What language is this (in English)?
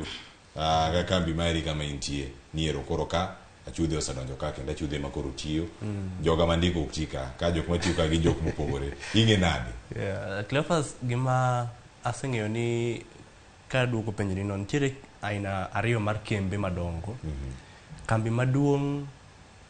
Luo (Kenya and Tanzania)